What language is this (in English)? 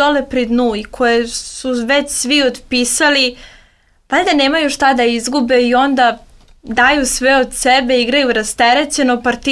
Serbian